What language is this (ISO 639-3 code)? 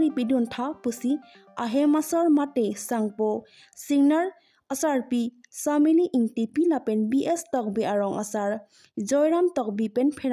mjw